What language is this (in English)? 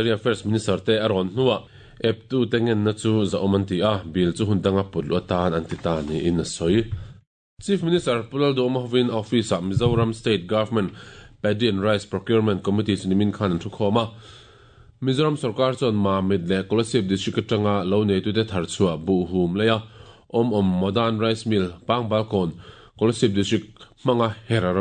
Mizo